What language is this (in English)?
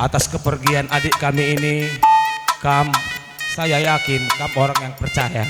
Batak Karo